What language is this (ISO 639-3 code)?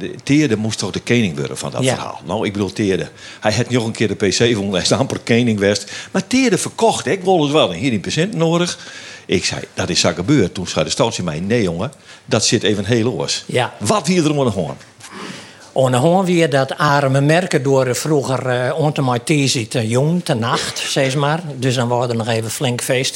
fry